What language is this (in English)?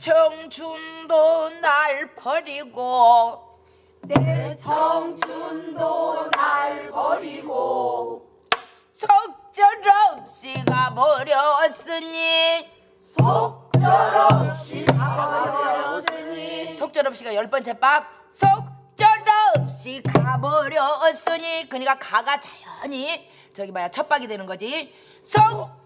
Korean